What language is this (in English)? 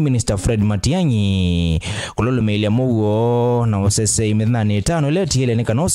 Kamba